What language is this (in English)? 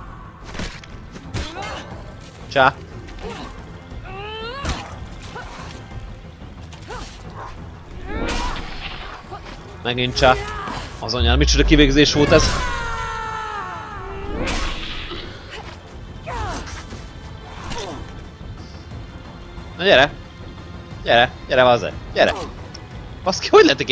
Hungarian